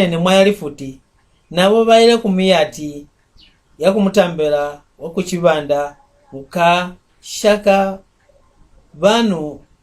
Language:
Mbunda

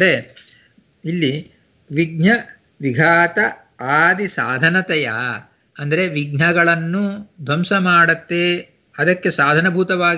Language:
Kannada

